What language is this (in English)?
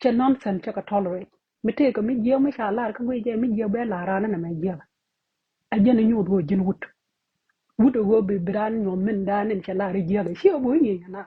Nuer